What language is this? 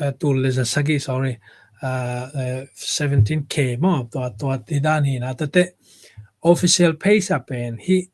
Tedim Chin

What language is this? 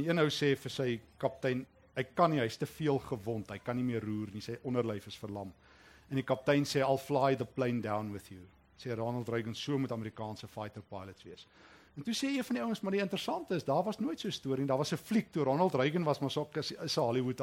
Afrikaans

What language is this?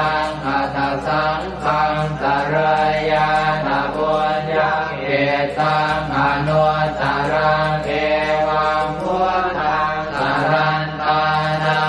Pali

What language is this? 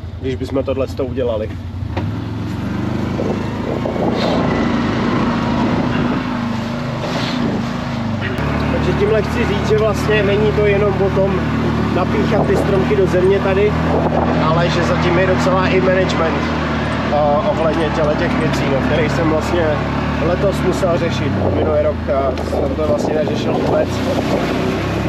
Czech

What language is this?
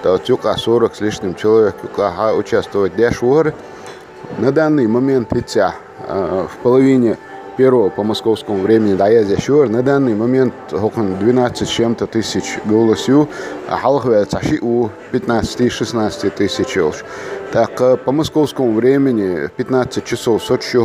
Chechen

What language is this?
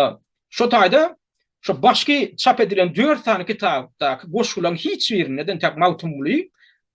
Turkmen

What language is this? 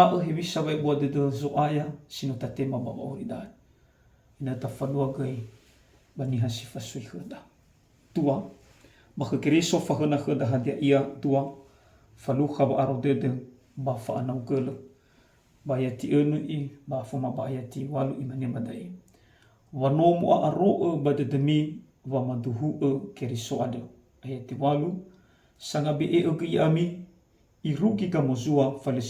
Nias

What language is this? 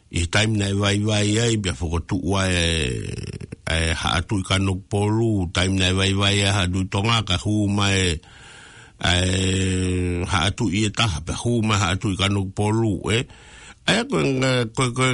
Tongan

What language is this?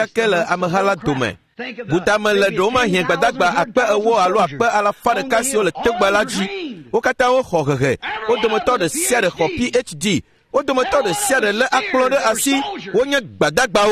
Ewe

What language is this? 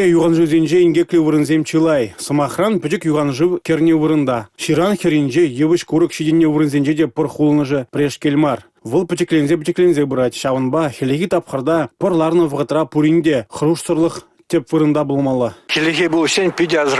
Chuvash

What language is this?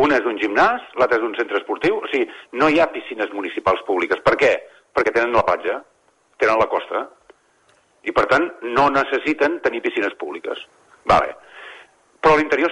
Catalan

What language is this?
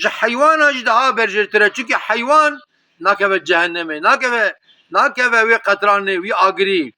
Kurdish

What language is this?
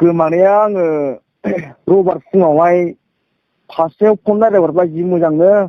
Bodo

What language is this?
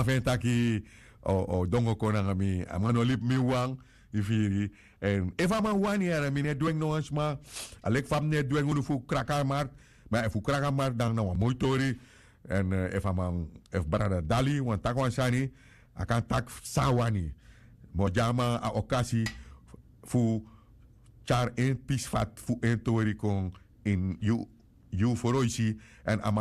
Sranan Tongo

